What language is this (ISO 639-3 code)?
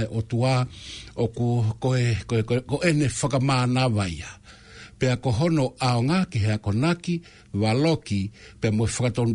ton